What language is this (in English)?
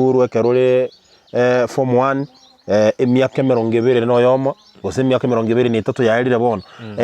Gusii